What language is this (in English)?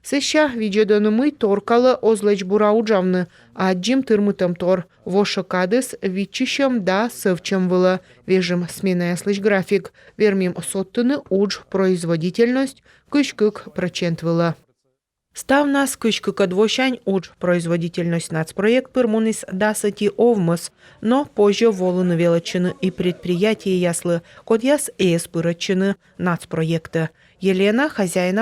Komi